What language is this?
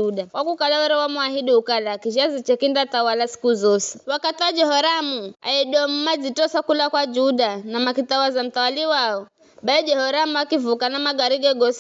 Giryama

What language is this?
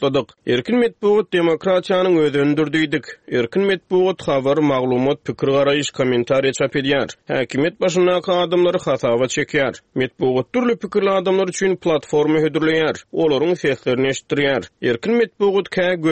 Turkmen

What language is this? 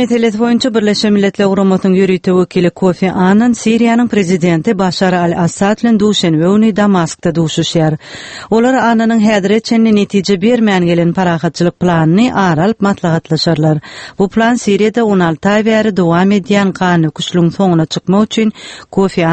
Turkmen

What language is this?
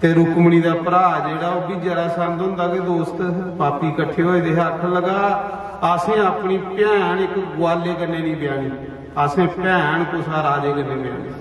Dogri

